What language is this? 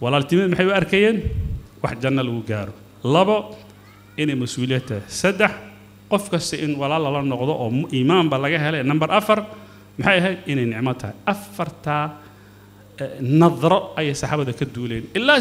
Somali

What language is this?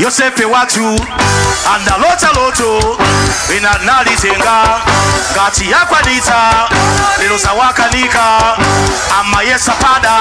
Nyanja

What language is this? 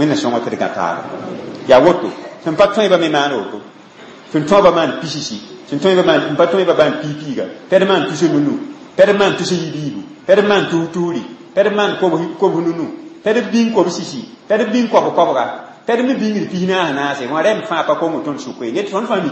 Mossi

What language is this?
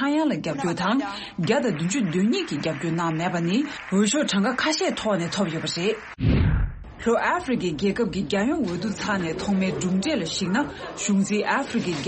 Tibetan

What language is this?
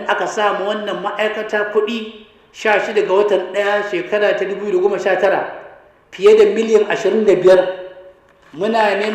Hausa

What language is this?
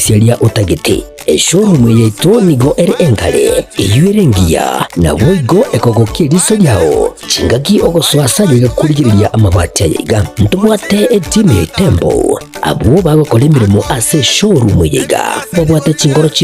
Gusii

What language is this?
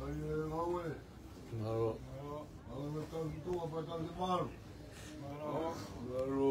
Tongan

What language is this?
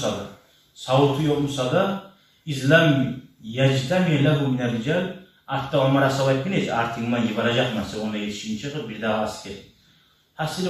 Kumyk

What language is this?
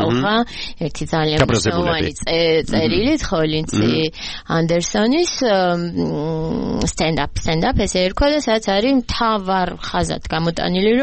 Georgian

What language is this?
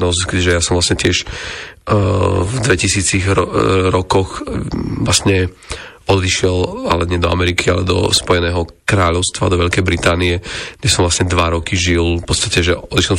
Slovak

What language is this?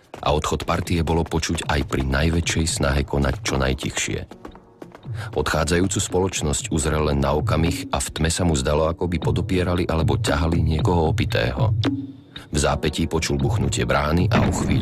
Slovak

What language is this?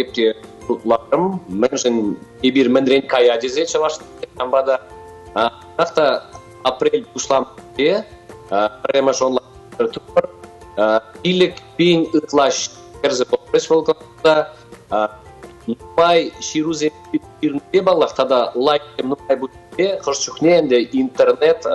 Chuvash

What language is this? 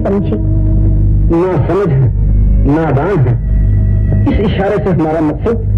Urdu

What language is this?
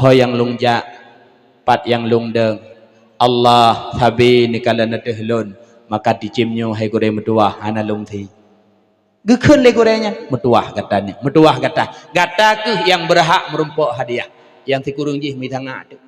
Achinese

